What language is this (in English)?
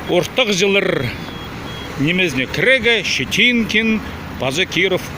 Khakas